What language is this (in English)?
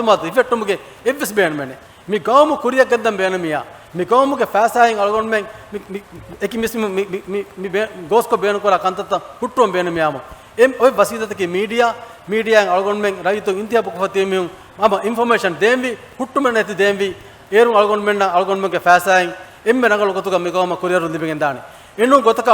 Divehi